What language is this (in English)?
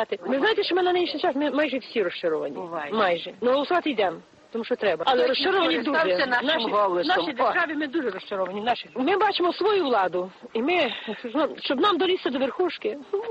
Ukrainian